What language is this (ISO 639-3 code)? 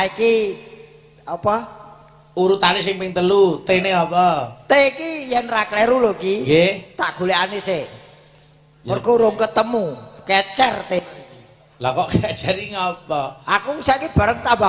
jav